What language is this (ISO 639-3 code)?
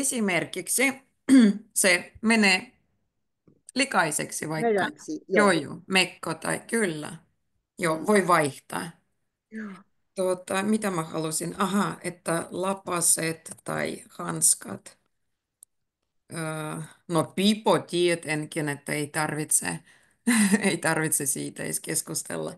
fin